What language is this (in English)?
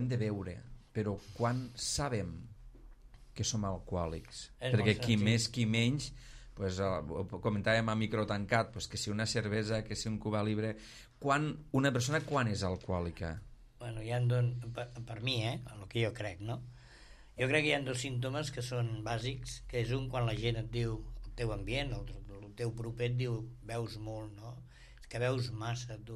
Catalan